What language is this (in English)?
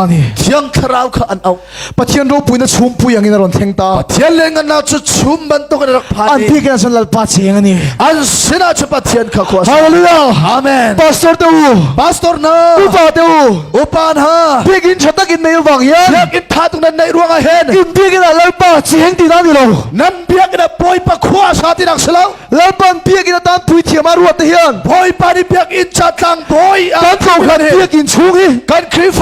Hakha Chin